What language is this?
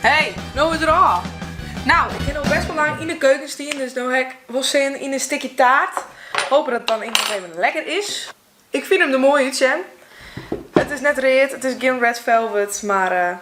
Western Frisian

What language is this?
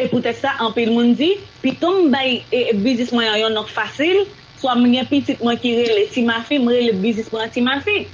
Haitian Creole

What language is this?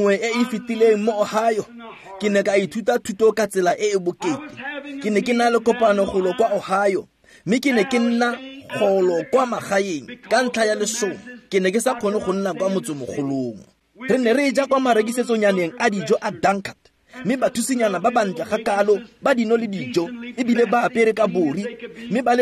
Tswana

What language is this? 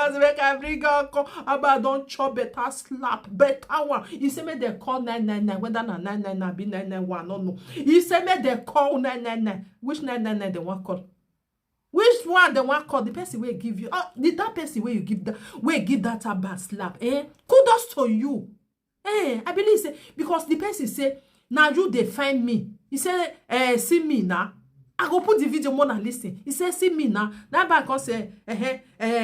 Nigerian Pidgin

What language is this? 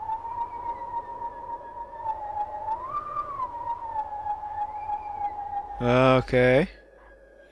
Finnish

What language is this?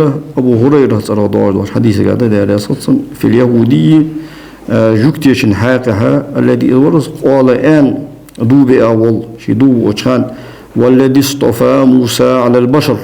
Ingush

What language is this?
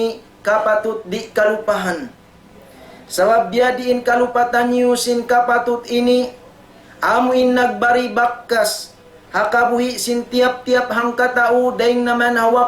Tausug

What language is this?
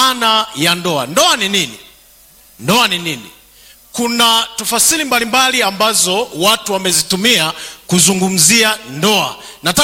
Swahili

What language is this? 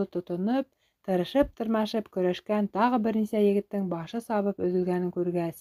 Bashkir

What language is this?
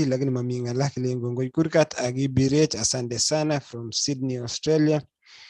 Kalenjin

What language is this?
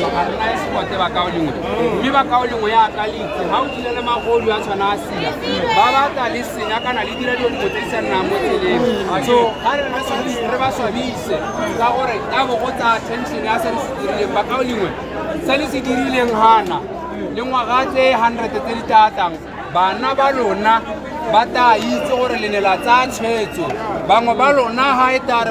Tswana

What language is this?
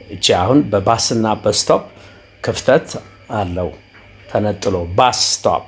Amharic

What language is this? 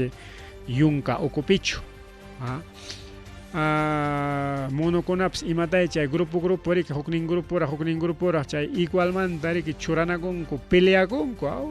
Ayacucho Quechua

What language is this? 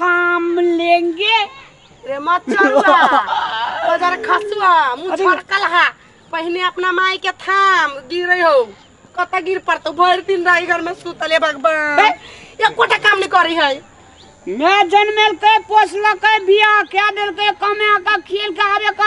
Maithili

